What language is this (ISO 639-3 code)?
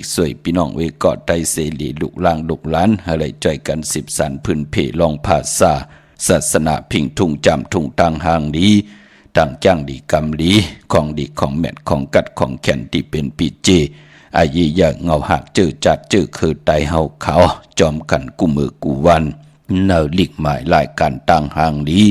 shn